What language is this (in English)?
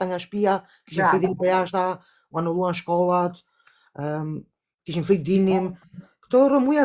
Albanian